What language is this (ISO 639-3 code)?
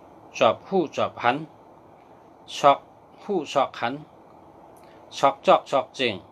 shn